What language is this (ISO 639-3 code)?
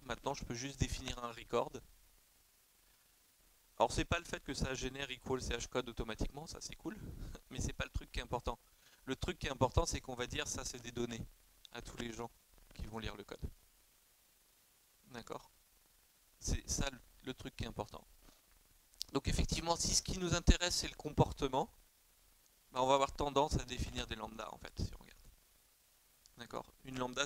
fra